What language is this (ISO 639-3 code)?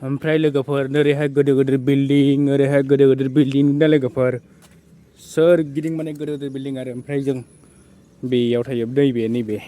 brx